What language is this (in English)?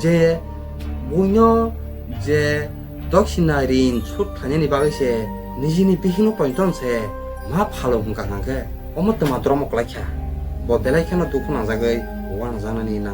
Kok Borok